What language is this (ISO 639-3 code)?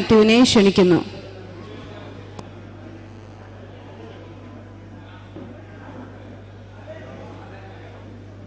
mal